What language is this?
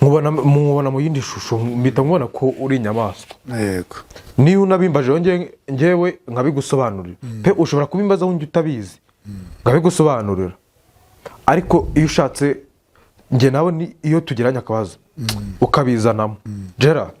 Kinyarwanda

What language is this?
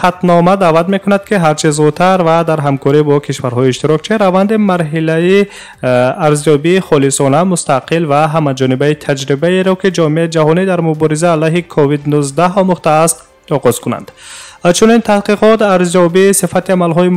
Tajik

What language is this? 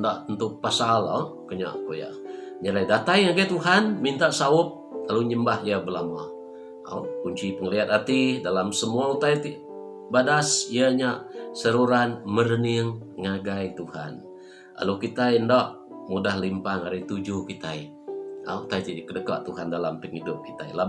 Iban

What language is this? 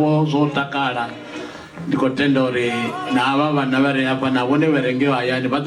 Venda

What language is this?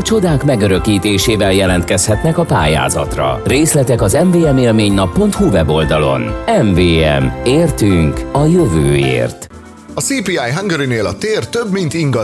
Hungarian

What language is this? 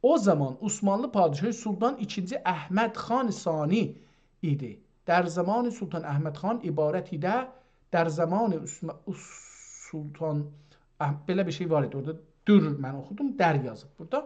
South Azerbaijani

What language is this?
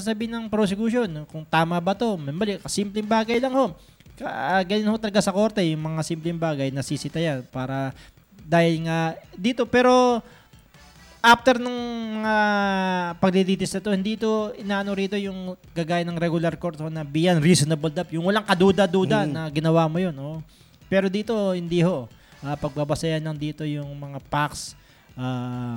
Filipino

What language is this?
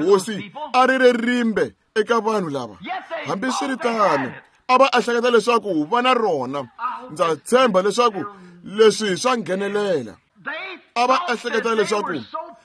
Tsonga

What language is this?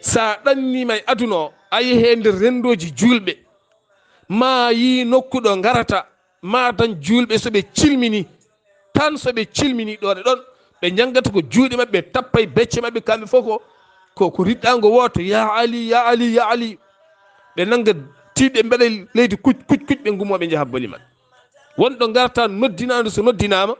Fula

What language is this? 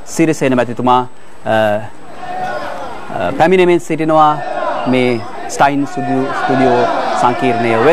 Sinhala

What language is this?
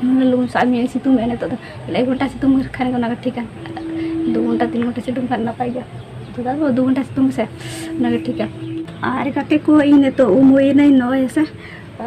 Santali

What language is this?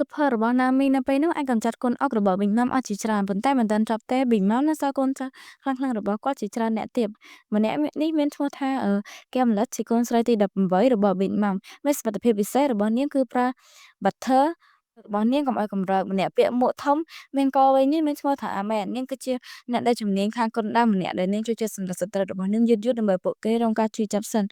Khmer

